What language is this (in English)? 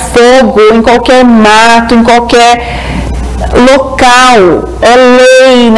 Portuguese